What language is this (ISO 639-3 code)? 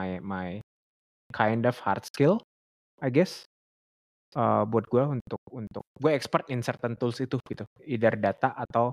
ind